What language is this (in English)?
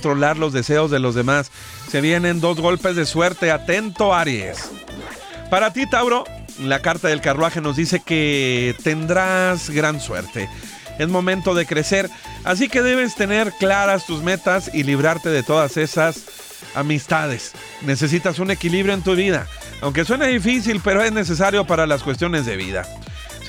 Spanish